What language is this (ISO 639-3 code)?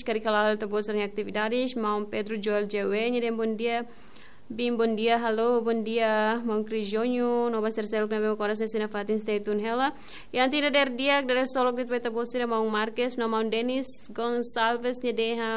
tet